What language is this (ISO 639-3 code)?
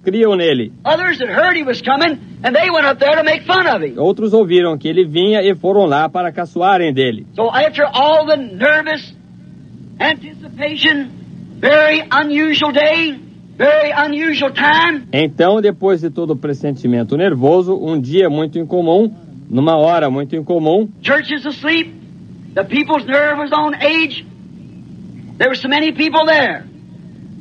por